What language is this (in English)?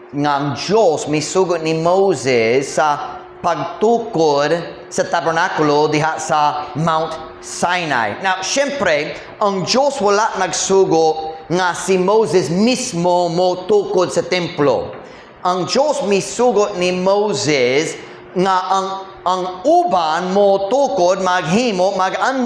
Cebuano